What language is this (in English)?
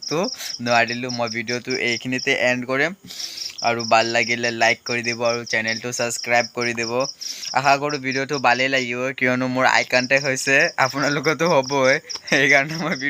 Assamese